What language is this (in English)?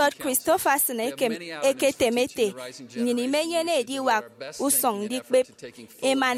Efik